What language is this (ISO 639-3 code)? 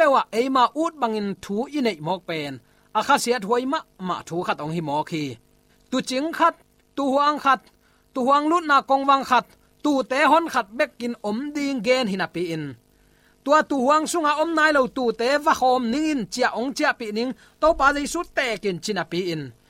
ctd